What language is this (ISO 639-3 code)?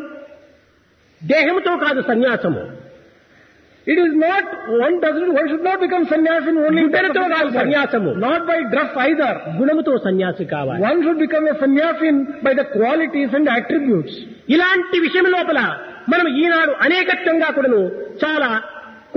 tel